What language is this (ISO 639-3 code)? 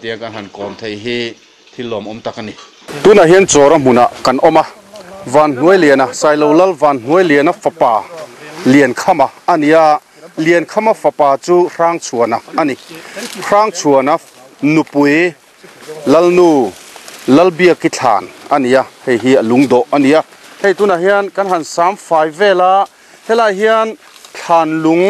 lus